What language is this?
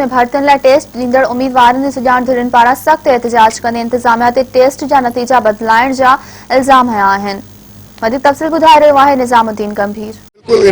Sindhi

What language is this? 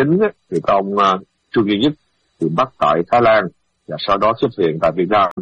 Vietnamese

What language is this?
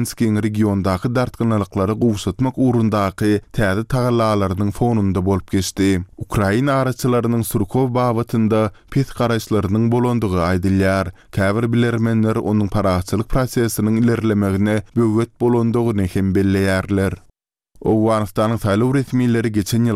Turkmen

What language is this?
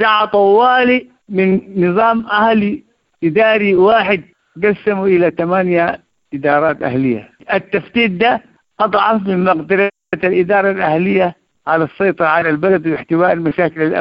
Sudanese Arabic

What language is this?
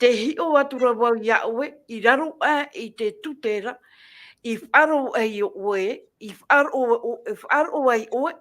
Tahitian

